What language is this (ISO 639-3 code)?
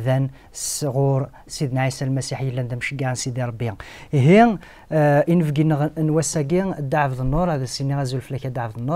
kab